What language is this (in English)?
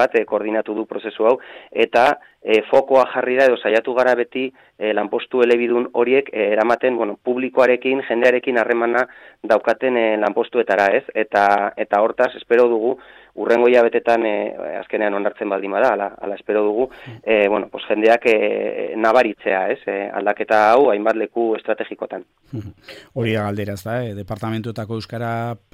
Basque